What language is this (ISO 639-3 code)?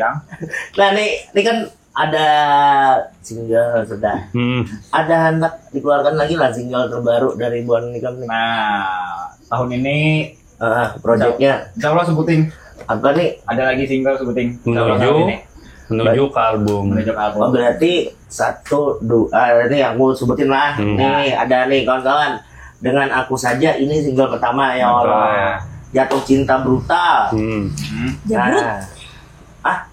bjn